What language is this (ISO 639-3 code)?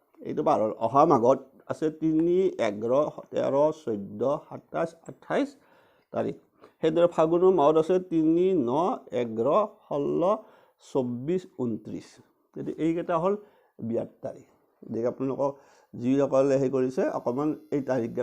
asm